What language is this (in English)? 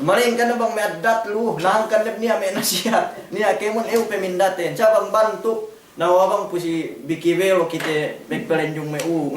Yakan